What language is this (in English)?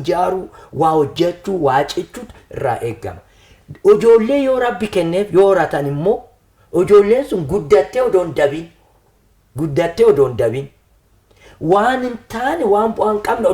Oromo